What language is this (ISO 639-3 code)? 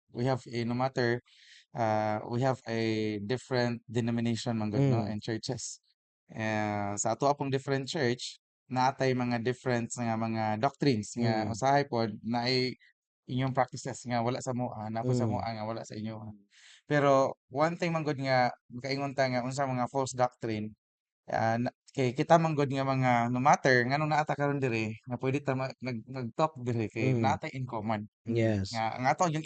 ceb